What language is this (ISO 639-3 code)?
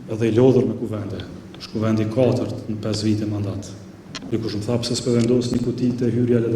sqi